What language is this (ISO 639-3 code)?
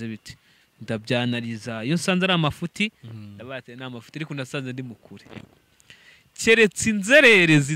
kin